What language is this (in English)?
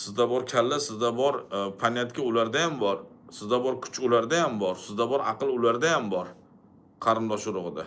Uzbek